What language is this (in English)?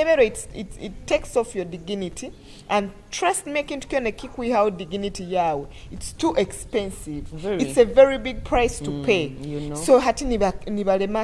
Nyoro